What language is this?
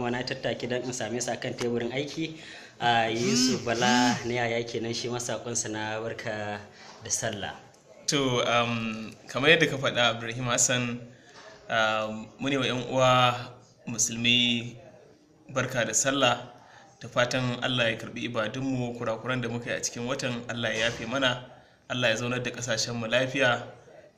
Hausa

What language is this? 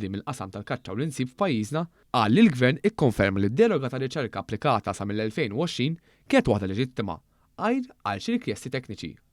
Maltese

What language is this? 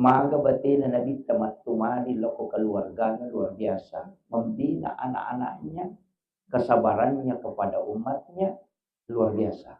Buginese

